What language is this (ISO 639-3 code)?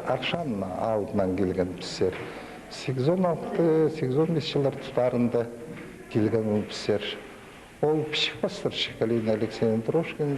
kjh